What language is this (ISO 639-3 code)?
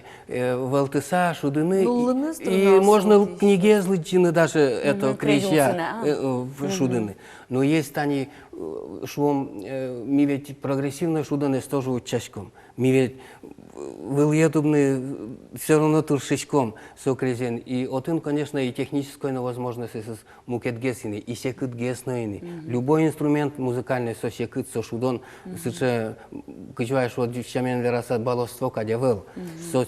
udm